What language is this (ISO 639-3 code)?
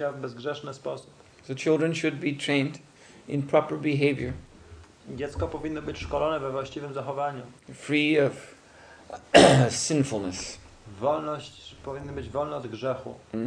pol